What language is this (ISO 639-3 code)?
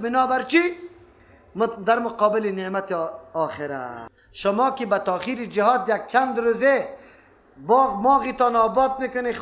fas